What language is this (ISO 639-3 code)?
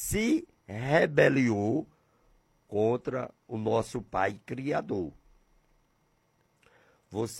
por